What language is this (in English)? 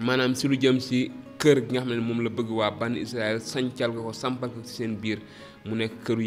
Wolof